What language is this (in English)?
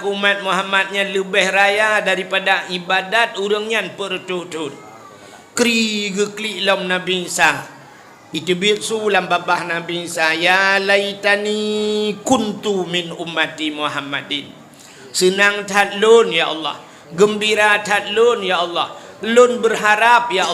Achinese